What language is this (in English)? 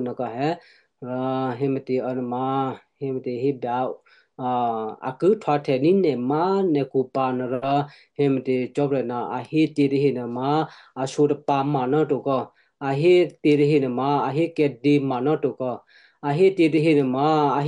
Western Kayah